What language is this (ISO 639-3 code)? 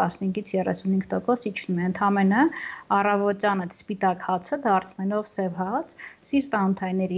hye